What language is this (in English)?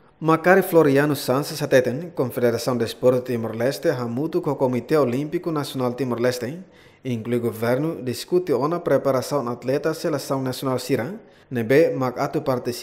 Tetum